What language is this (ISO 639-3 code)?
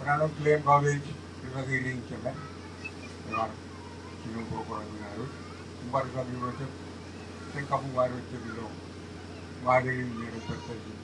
mah